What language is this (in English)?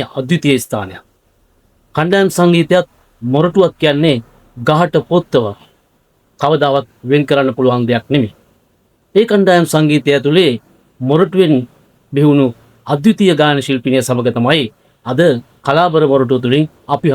Sinhala